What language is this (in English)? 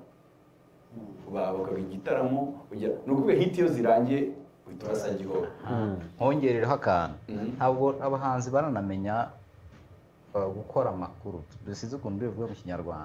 Kinyarwanda